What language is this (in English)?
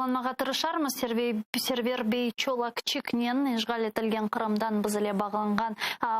Crimean Tatar